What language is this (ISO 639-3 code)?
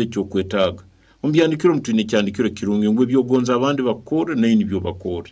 nyo